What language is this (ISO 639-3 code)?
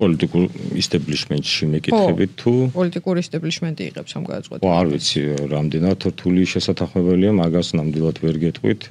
kat